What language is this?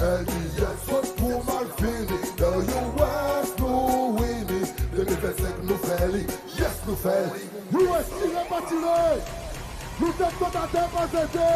Seselwa Creole French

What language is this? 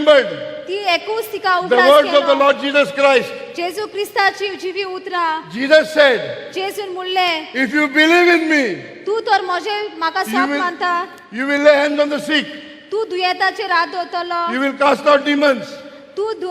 Konkani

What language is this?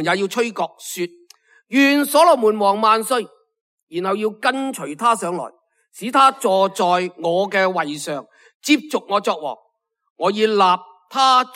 Cantonese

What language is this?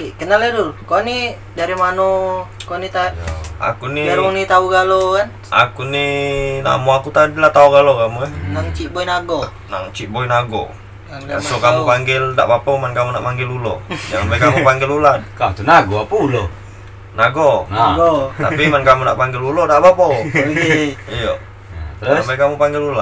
Musi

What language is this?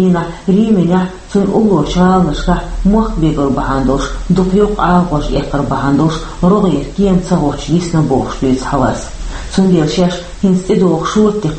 Chechen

